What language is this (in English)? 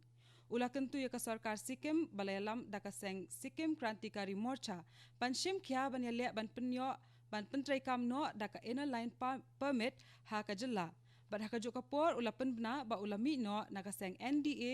Khasi